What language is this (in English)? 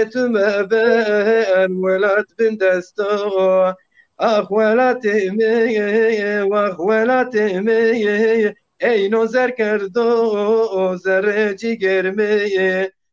Zaza